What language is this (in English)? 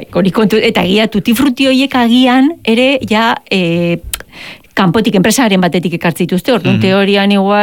Basque